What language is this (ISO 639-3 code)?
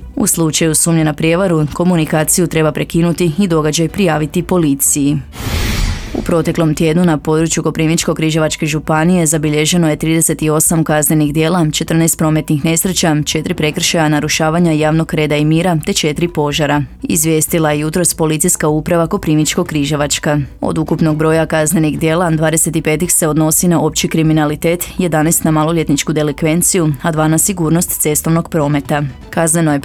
hrv